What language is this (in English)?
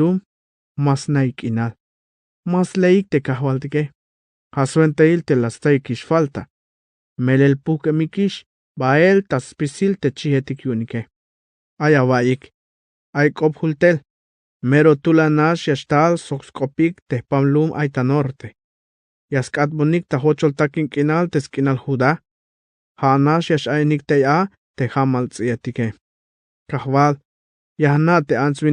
Tzeltal